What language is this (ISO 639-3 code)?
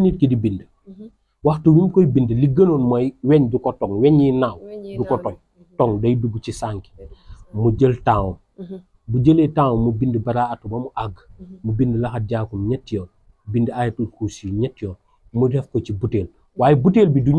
wol